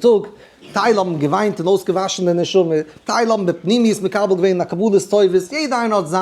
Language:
Yiddish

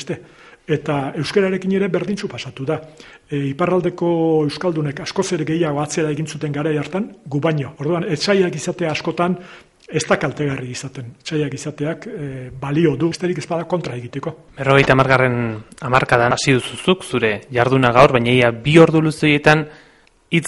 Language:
Basque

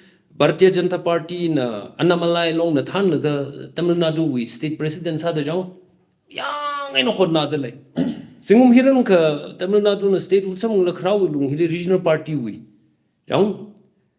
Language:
Tangkhul Naga (India)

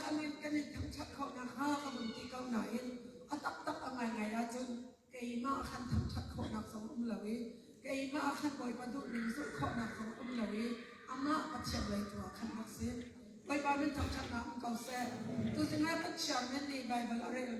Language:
Hakha Chin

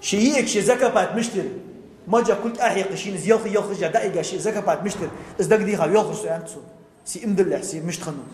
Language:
Ingush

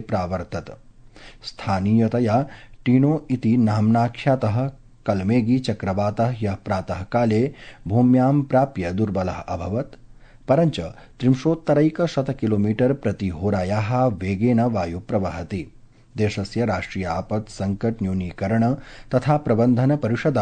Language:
Sanskrit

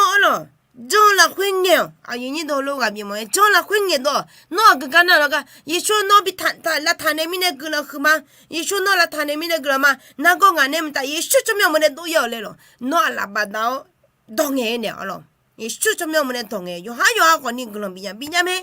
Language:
Akha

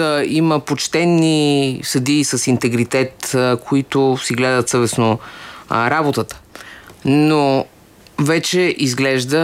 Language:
Bulgarian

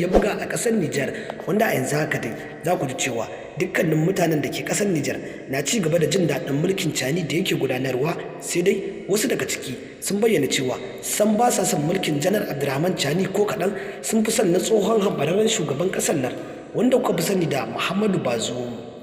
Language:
Hausa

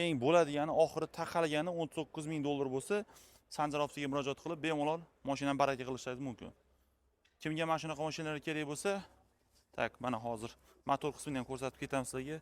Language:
Uzbek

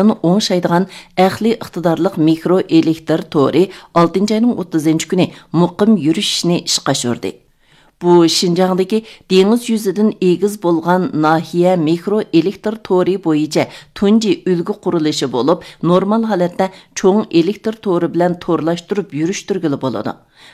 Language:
Uyghur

